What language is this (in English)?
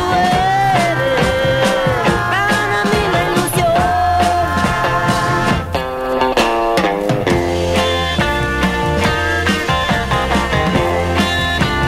Spanish